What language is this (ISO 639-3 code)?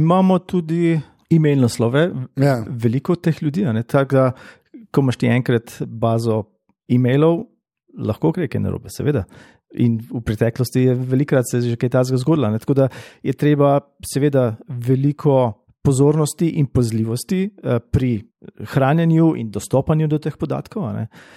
slv